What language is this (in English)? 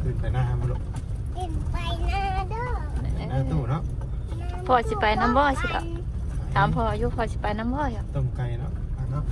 Northeastern Thai